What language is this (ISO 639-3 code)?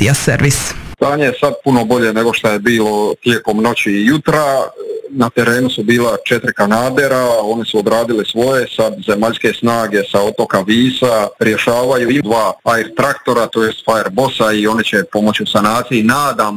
hrv